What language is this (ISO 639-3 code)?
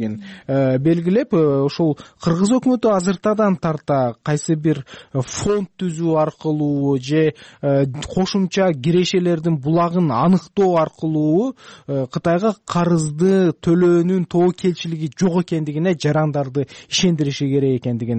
kir